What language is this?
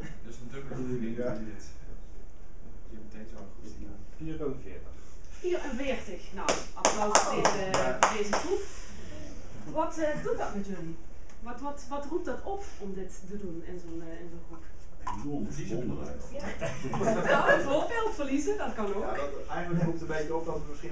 Dutch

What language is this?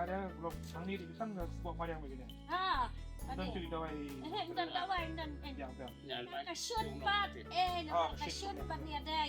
Khasi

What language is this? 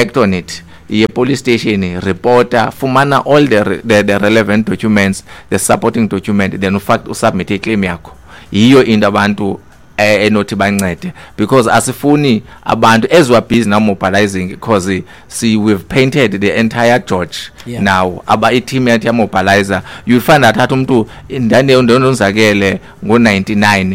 Xhosa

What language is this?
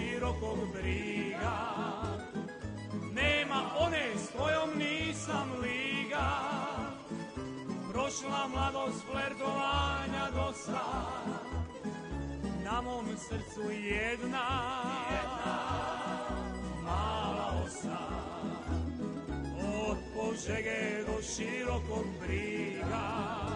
Croatian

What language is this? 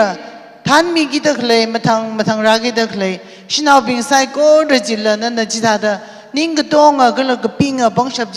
Tangkhul Naga (India)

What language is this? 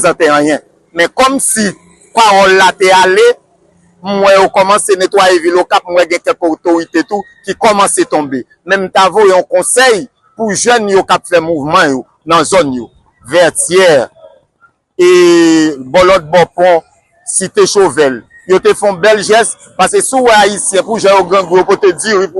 Haitian Creole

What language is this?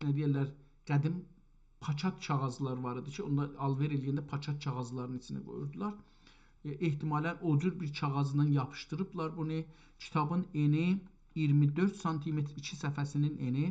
South Azerbaijani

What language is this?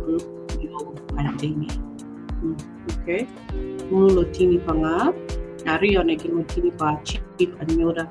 Acoli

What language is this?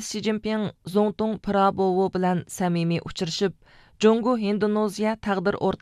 Uyghur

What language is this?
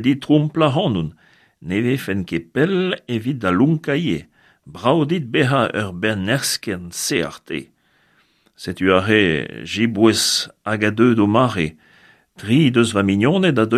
Breton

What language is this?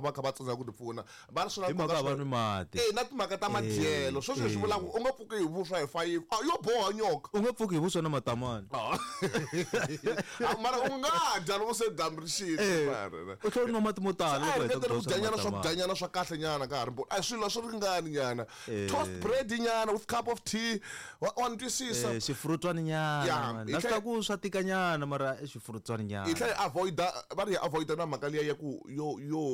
Tsonga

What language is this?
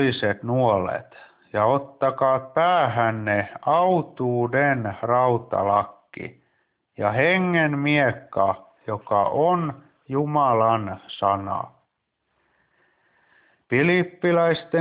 Finnish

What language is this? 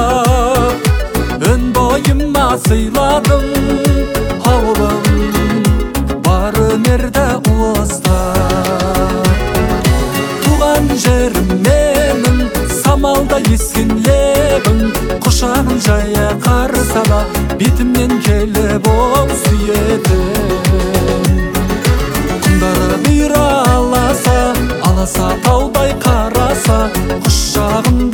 Kazakh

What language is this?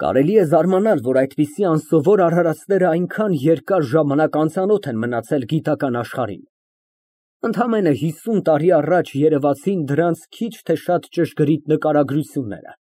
Armenian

